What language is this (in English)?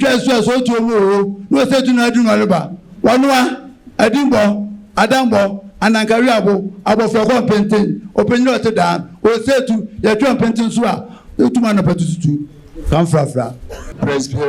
Akan